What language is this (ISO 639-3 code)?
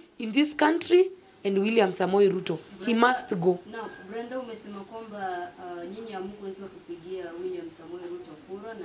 swa